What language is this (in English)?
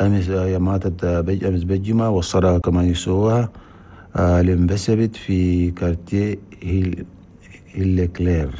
Chadian Arabic